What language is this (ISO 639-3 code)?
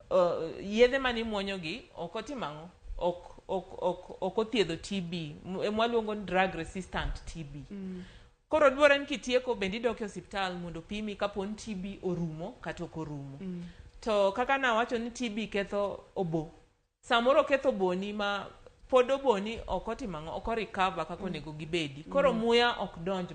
luo